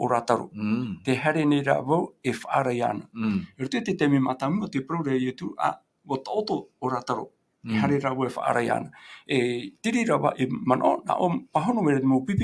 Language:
Tahitian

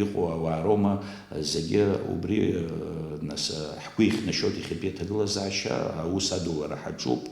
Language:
Abkhazian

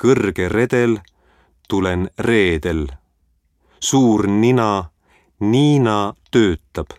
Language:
Estonian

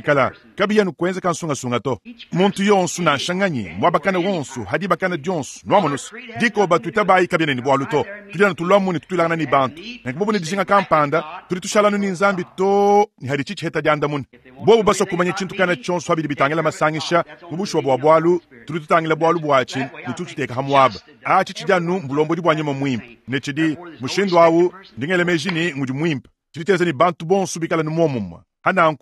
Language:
Luba-Lulua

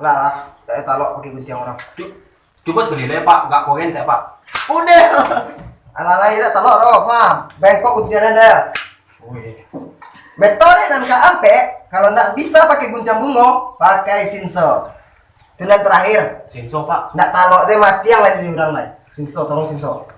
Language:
Minangkabau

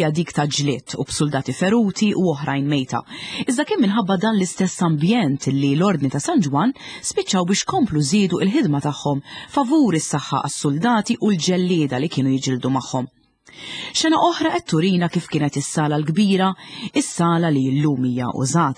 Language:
Maltese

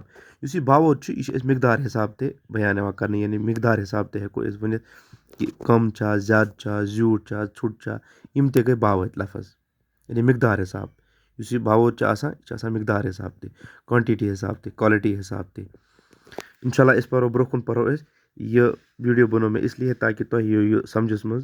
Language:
Kashmiri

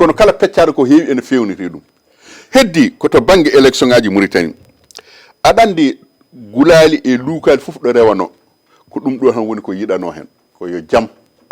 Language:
Fula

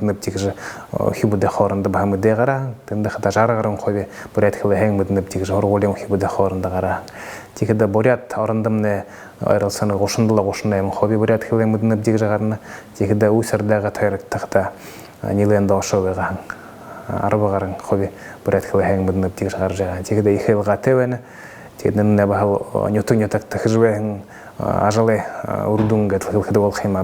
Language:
Buriat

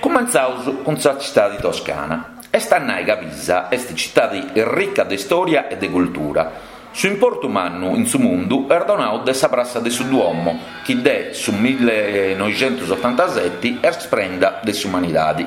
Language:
Sardinian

